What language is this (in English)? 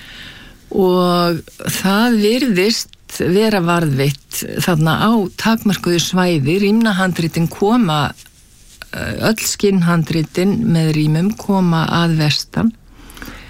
Icelandic